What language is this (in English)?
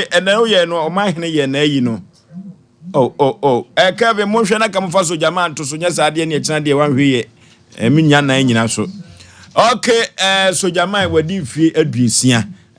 Akan